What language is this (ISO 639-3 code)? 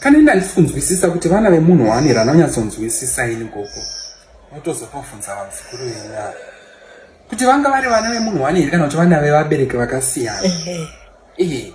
sna